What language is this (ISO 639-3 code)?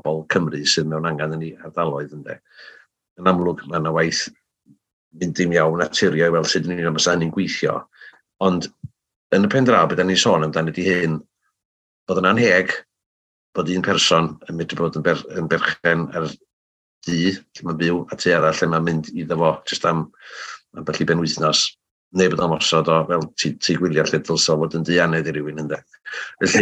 cym